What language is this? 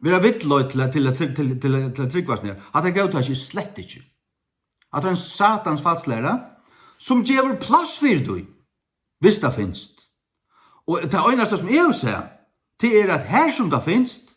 Faroese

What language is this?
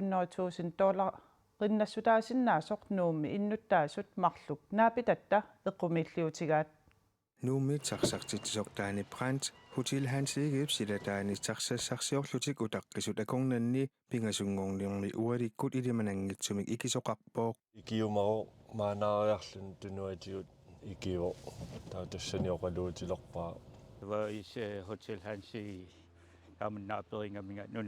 Kalaallisut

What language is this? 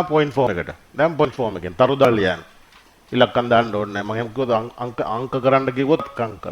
Sinhala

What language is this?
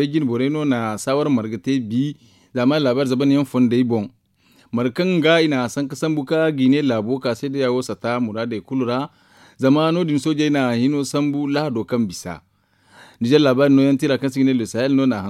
Zarma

